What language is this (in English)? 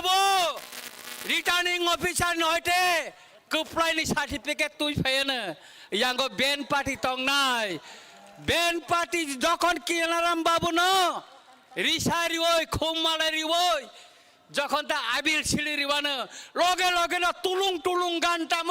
Kok Borok